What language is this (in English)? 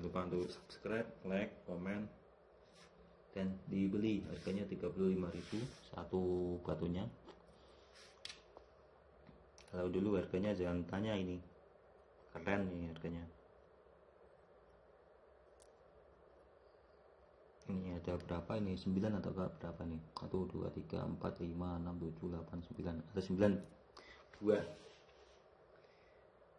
Indonesian